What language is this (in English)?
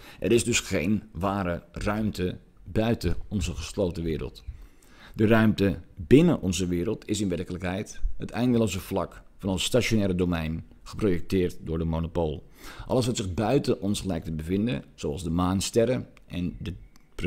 Dutch